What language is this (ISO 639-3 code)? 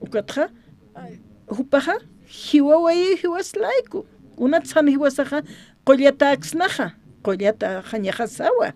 aym